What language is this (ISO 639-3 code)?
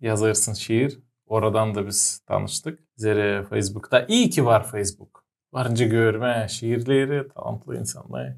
gag